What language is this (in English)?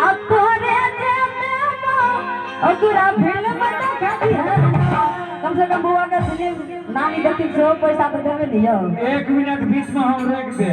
Maithili